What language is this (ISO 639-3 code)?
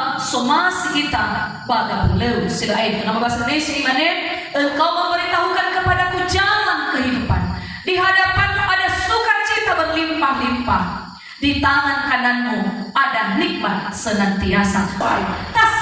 nia